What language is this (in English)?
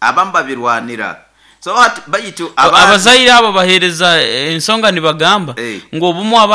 Nyoro